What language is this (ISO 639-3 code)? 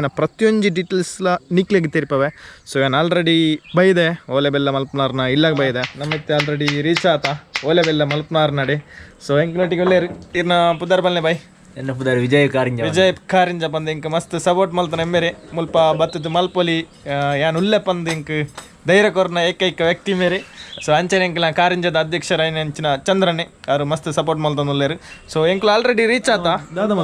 tcy